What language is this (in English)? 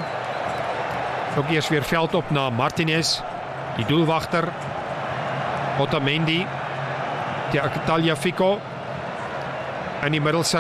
Afrikaans